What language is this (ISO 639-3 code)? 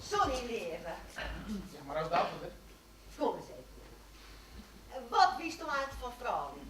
fry